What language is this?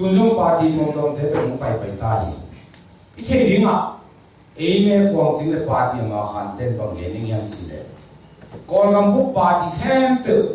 Tedim Chin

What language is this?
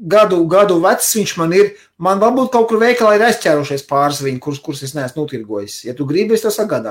Latvian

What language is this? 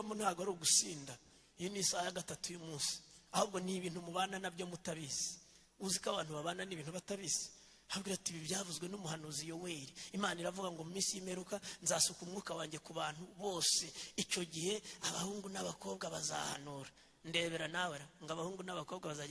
Kinyarwanda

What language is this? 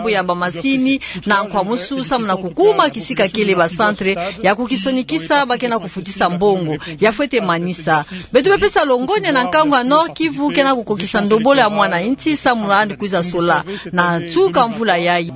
Kituba (Democratic Republic of Congo)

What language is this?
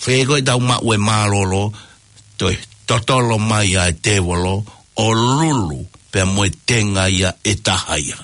Tongan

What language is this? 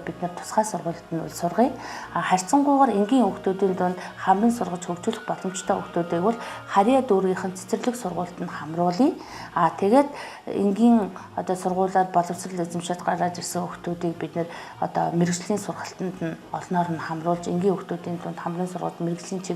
Mongolian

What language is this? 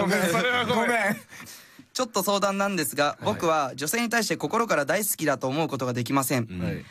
Japanese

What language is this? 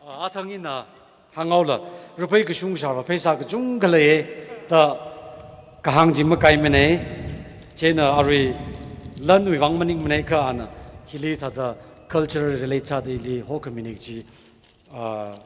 Tangkhul Naga (India)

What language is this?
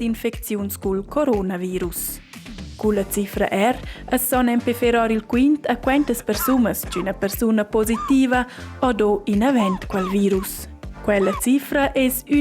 Romansh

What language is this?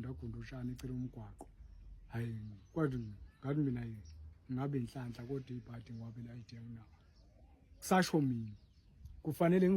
Zulu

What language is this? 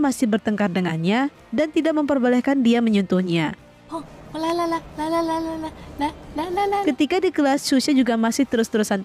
Indonesian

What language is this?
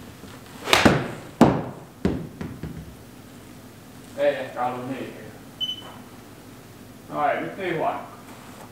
Finnish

